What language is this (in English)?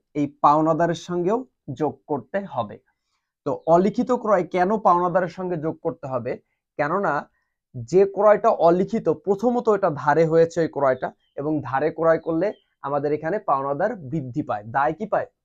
Bangla